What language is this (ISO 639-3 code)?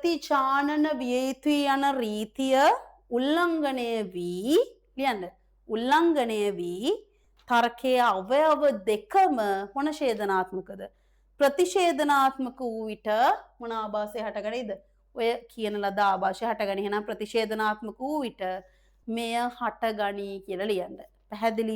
sin